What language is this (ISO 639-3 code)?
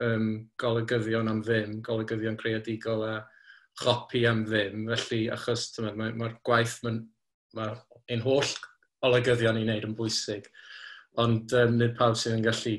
cym